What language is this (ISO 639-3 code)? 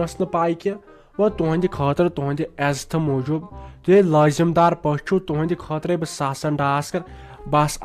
kas